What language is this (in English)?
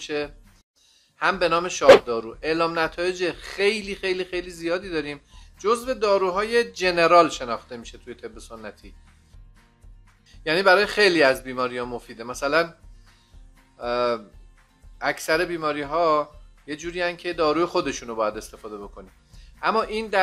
Persian